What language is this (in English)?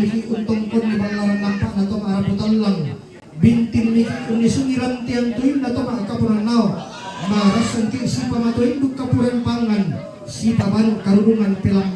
Toraja-Sa'dan